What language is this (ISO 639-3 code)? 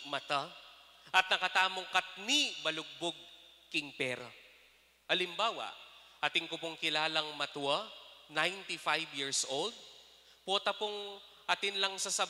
pam